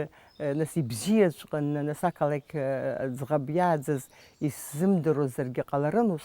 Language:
Abkhazian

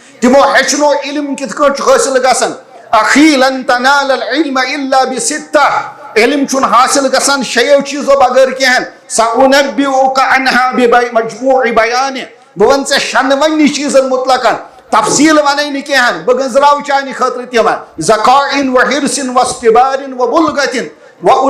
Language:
Kashmiri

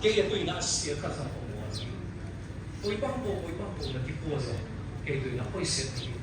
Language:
Siyin Chin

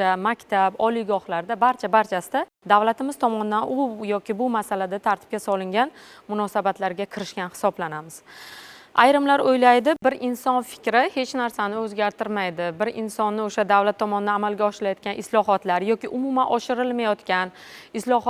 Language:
Uzbek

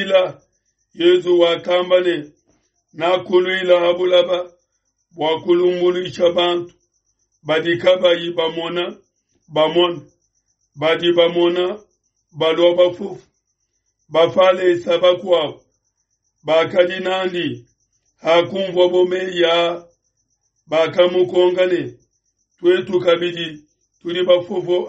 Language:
Luba-Lulua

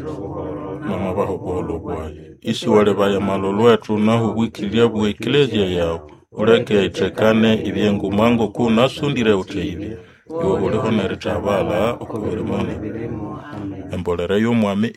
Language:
Nande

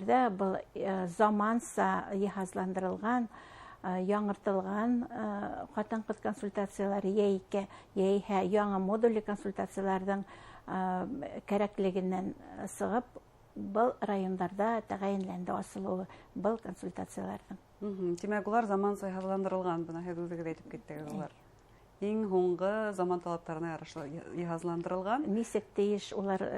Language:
Bashkir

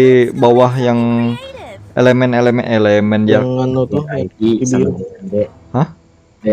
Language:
Banjar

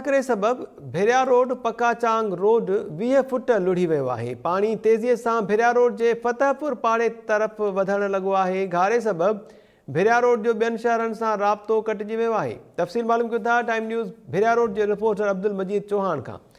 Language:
Sindhi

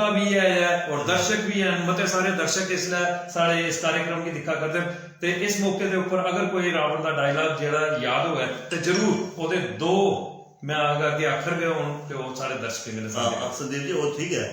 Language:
Dogri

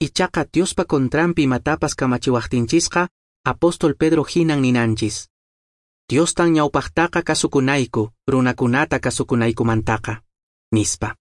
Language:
Quechua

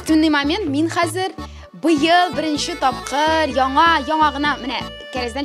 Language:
Tatar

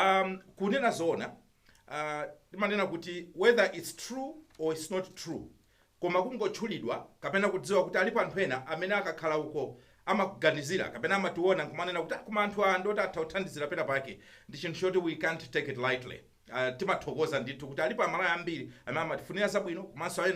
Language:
Nyanja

